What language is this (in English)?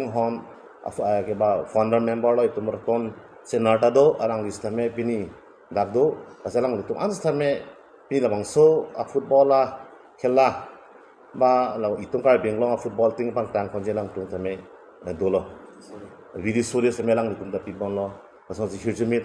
Karbi